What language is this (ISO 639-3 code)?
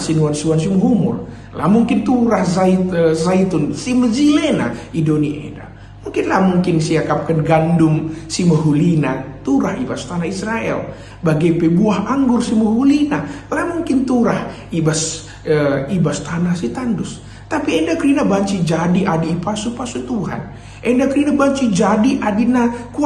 btx